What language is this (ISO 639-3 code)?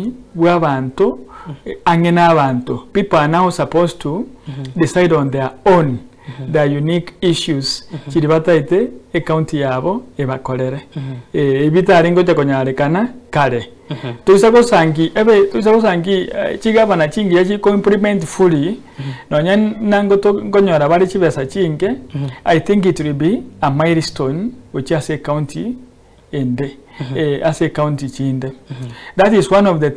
guz